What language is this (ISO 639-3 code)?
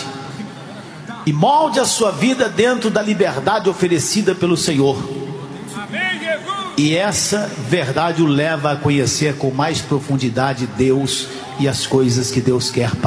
por